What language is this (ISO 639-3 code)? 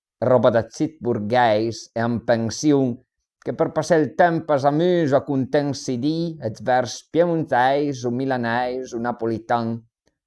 pms